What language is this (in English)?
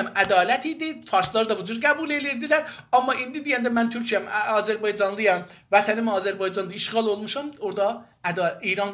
South Azerbaijani